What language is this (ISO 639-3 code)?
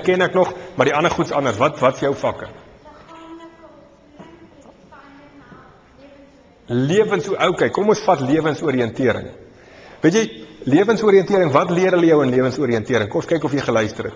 afr